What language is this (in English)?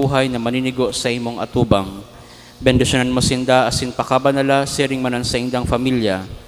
Bikol